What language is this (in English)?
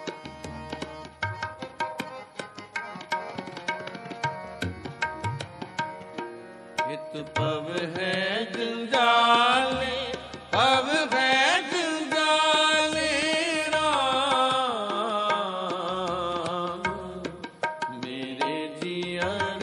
Punjabi